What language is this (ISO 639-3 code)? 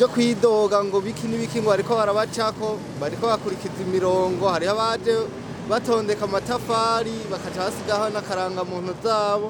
run